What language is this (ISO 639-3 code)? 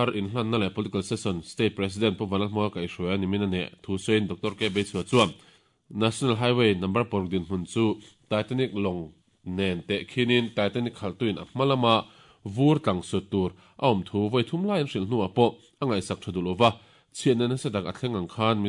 lus